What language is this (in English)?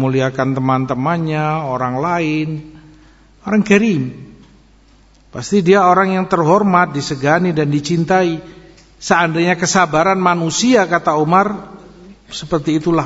Indonesian